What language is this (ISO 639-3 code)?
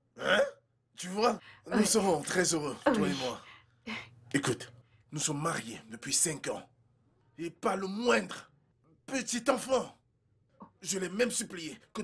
fra